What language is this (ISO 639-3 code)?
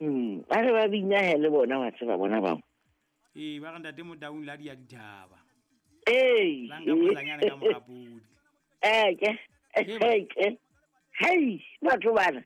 sot